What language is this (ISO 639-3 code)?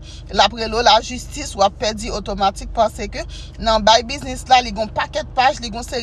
hat